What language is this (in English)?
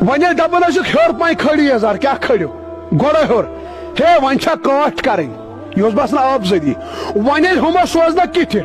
Kashmiri